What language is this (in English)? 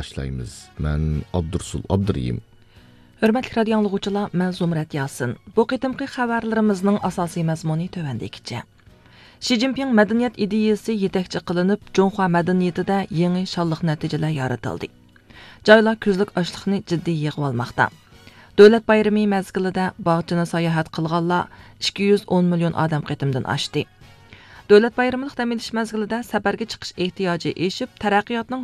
Uyghur